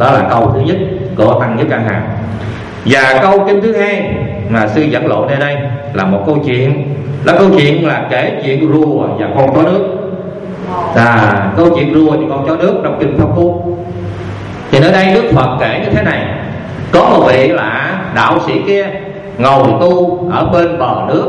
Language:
Vietnamese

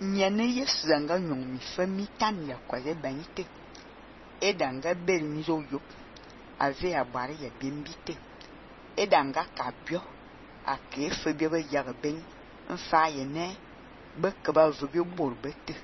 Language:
Fang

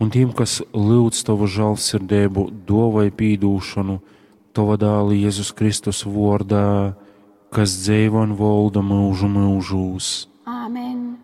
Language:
Latgalian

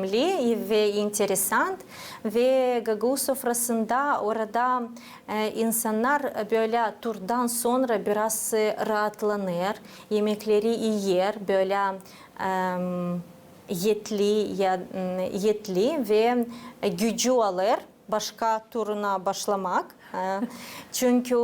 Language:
Gagauz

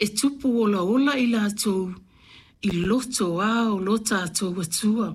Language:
Samoan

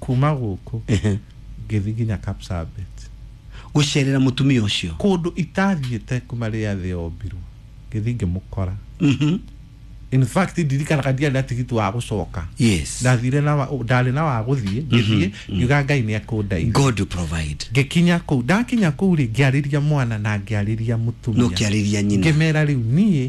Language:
Kikuyu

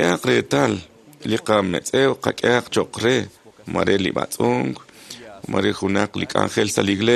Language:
Kekchí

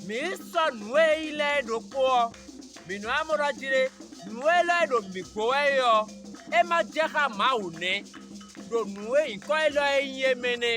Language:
Fon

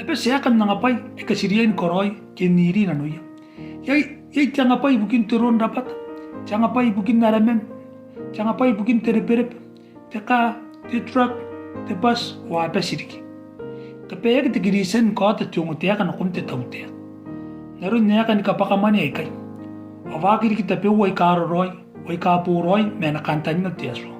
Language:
Gilbertese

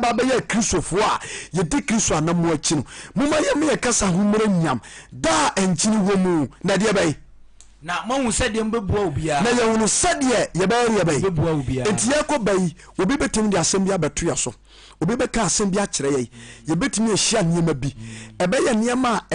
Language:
Akan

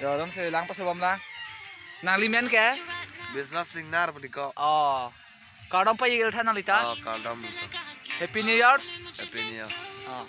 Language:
Karbi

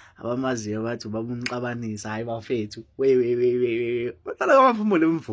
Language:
Zulu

